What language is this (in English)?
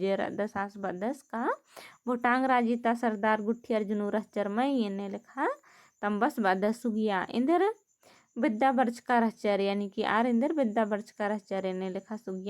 Kurukh